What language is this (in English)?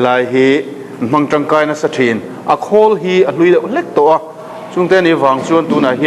Mizo